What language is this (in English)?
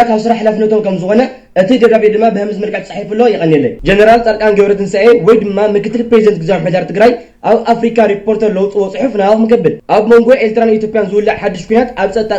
Tigrinya